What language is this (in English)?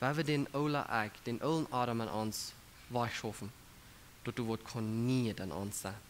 Plautdietsch